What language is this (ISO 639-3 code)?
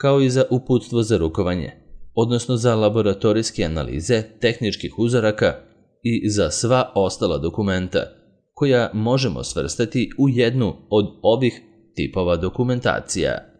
srp